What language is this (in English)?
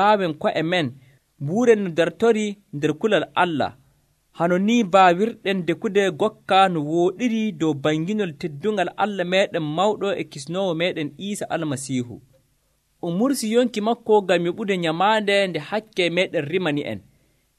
Nigerian Fulfulde